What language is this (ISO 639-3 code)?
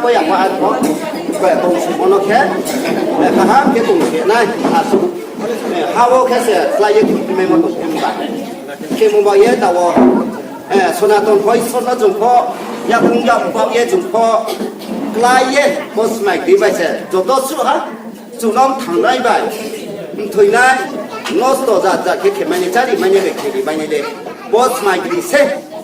ria